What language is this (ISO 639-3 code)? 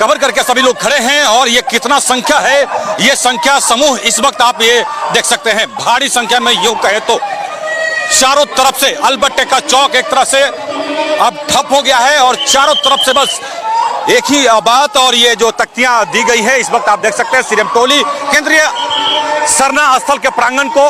sat